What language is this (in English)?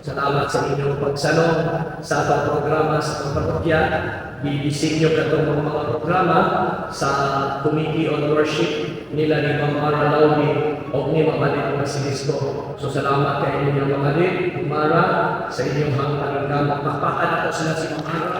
Cebuano